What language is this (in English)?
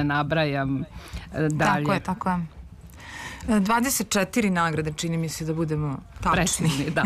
Serbian